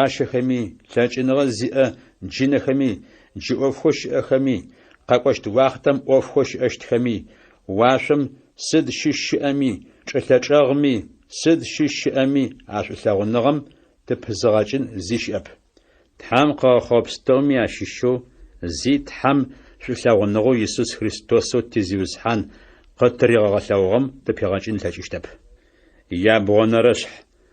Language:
Adyghe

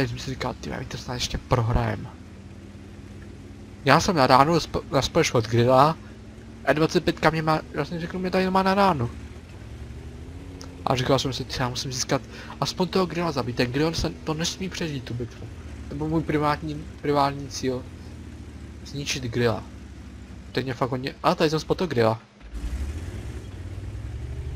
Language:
Czech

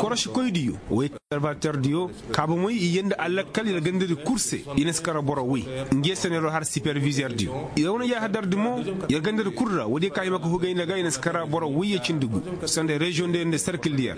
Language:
Koyraboro Senni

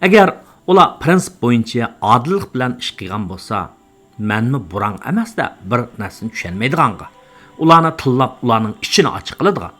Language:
Uyghur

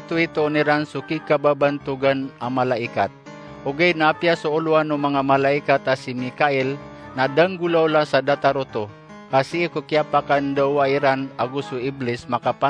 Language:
Maranao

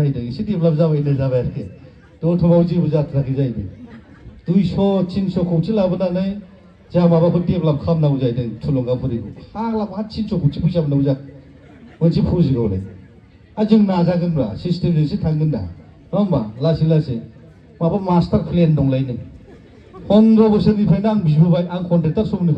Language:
Bodo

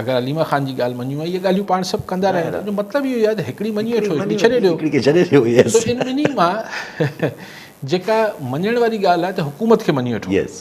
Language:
Sindhi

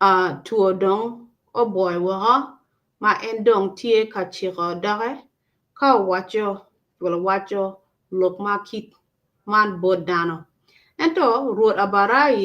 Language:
Acoli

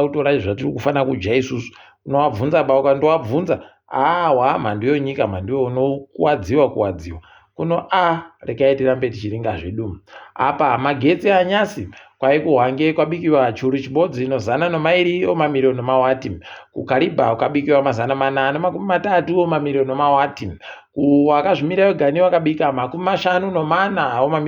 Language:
Ndau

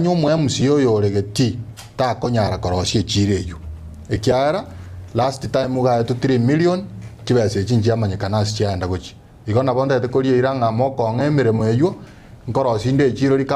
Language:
Gusii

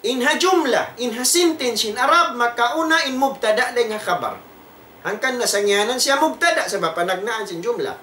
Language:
Tausug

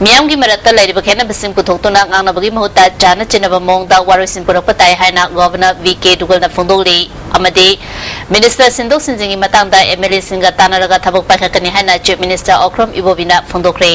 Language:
Manipuri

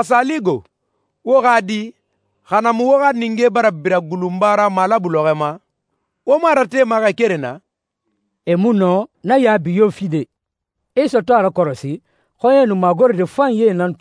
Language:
Susu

